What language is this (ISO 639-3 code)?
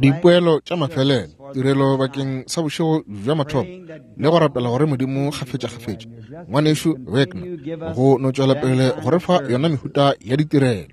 nso